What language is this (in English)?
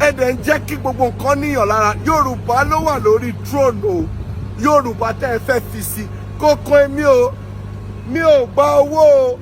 Yoruba